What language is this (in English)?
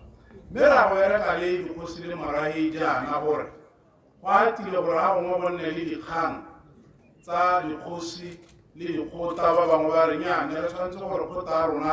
Tswana